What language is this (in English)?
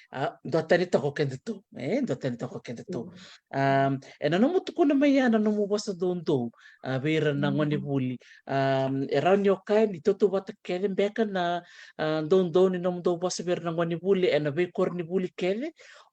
Fijian